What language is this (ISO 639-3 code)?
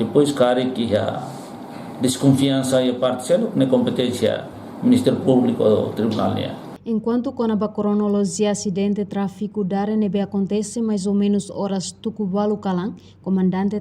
tet